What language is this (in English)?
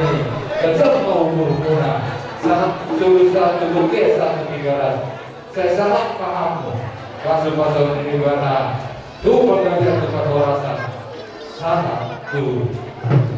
Batak Toba